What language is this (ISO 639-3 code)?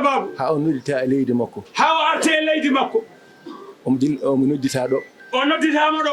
ful